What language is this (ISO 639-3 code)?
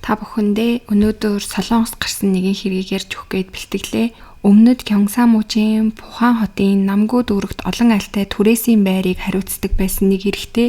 mon